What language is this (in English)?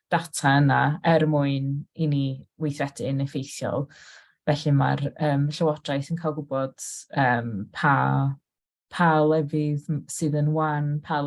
Welsh